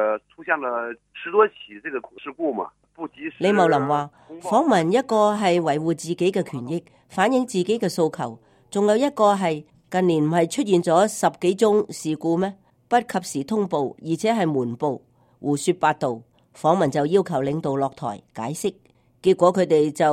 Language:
Cantonese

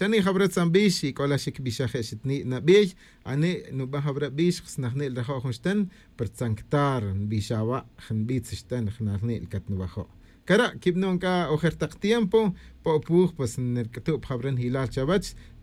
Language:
Kaqchikel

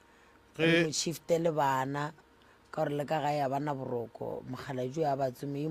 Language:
Northern Sotho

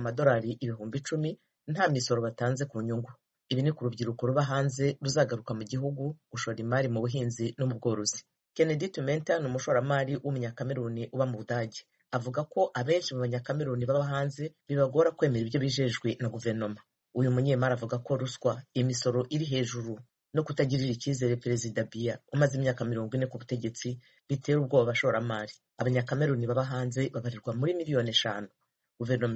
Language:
Kinyarwanda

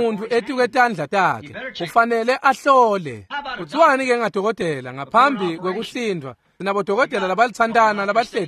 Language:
Swati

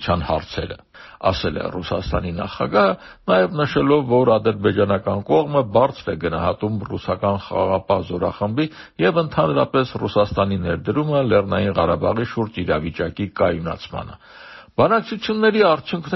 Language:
Armenian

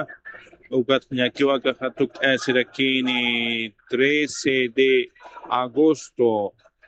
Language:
Aymara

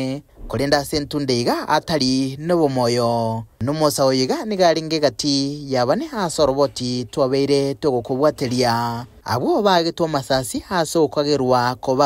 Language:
Gusii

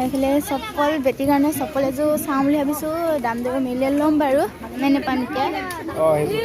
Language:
Assamese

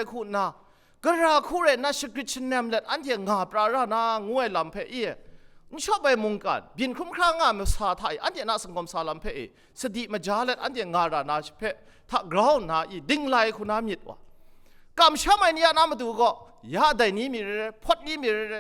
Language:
Kachin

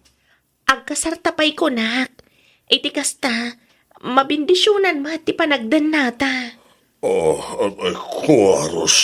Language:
Iloko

